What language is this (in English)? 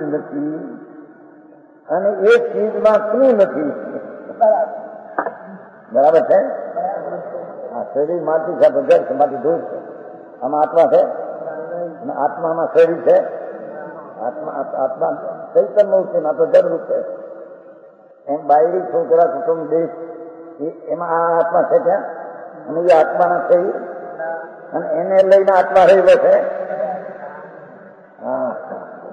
Gujarati